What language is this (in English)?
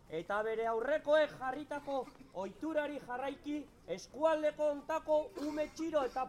Basque